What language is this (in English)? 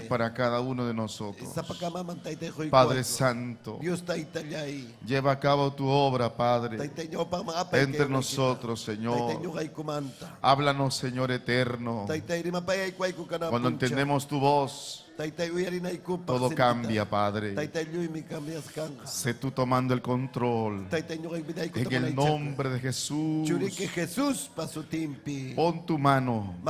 Ayacucho Quechua